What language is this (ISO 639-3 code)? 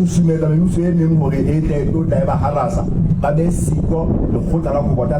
sot